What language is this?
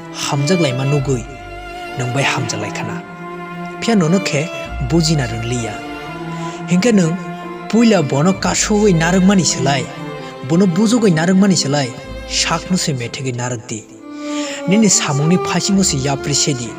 Kok Borok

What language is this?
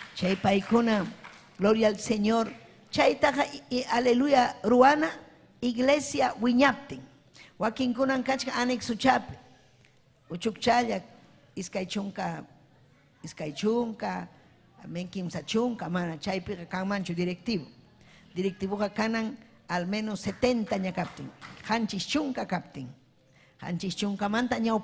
Ayacucho Quechua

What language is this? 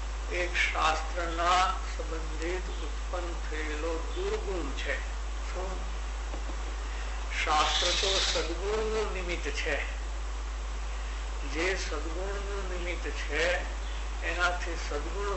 Gujarati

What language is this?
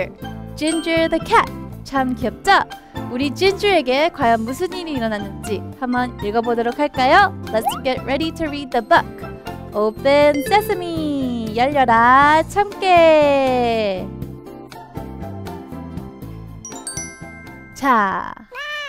Korean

